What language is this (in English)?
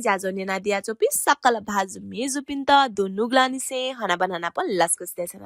Newari